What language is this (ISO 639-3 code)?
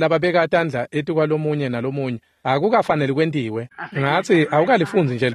ssw